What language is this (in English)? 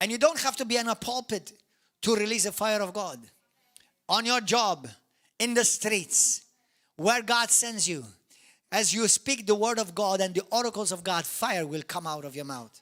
English